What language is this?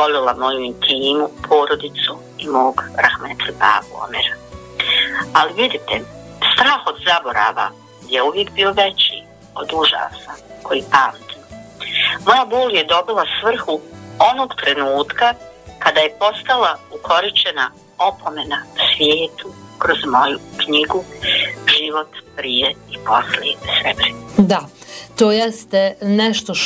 Bosnian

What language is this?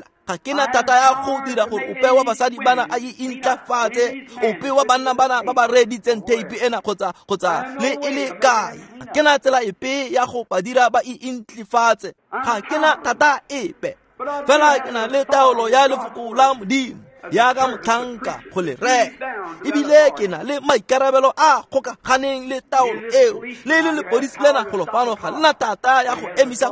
Tswana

